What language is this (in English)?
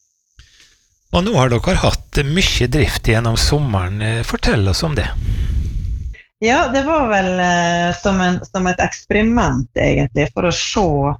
Norwegian